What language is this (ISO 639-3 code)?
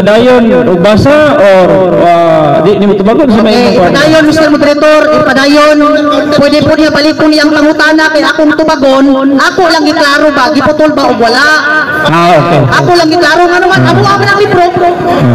ceb